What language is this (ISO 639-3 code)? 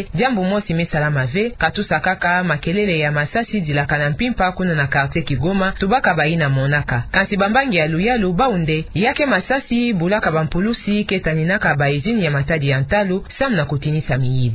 ktu